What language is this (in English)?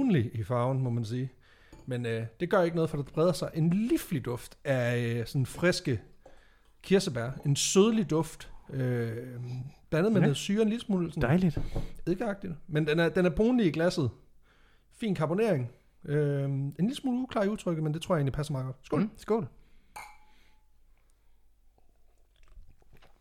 Danish